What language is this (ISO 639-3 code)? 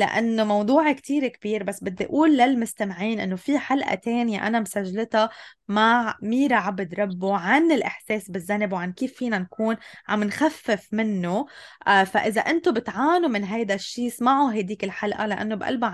apc